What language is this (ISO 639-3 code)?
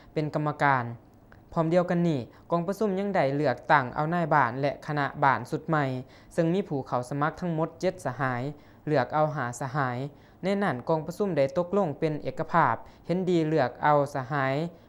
lao